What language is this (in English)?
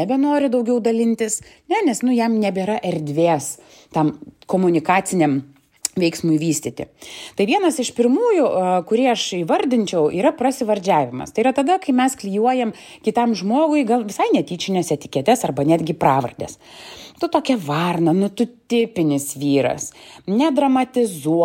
Lithuanian